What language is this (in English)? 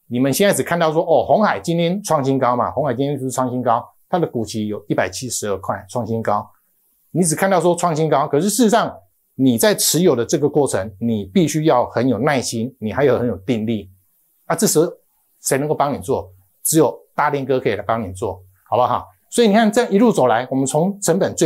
Chinese